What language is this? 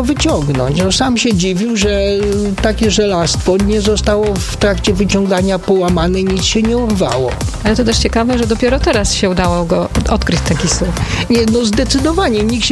Polish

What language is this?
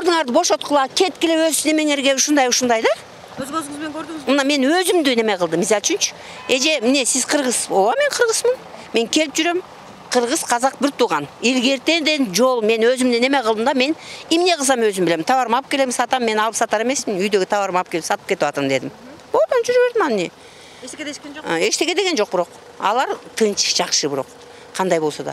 Kyrgyz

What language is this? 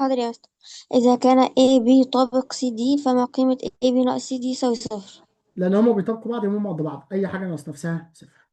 Egyptian Arabic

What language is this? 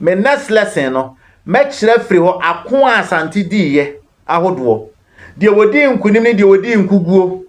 Akan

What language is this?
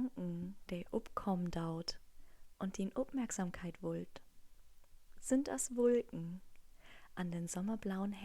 Low German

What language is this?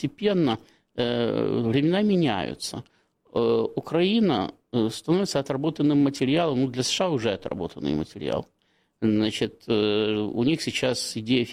Russian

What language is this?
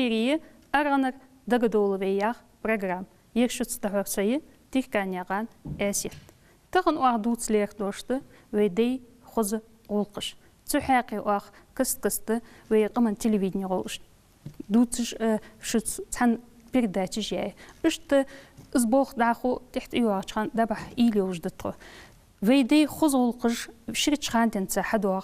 Ingush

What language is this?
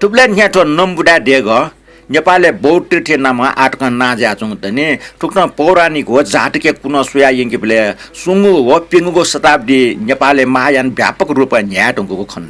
Newari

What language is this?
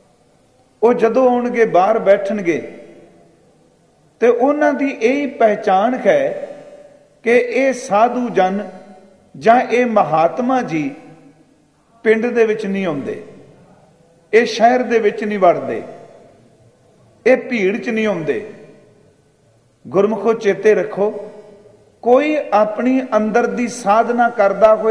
Punjabi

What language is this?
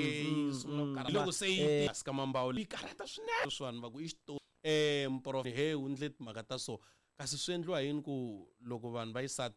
Tsonga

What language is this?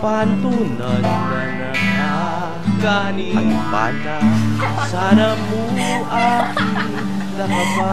Pampanga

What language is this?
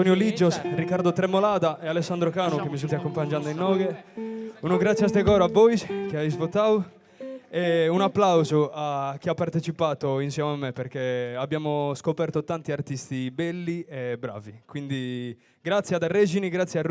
Sardinian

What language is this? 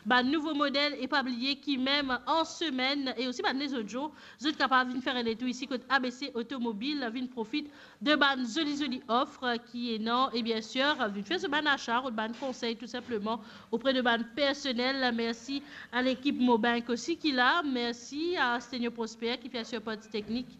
Morisyen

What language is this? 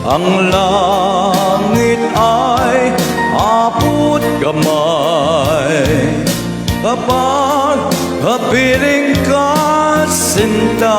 Pampanga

